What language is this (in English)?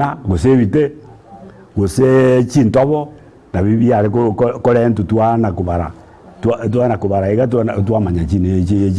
Gusii